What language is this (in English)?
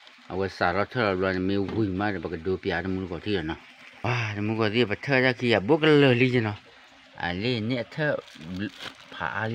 S'gaw Karen